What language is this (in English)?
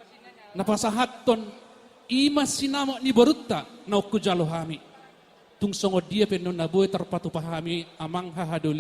Batak Toba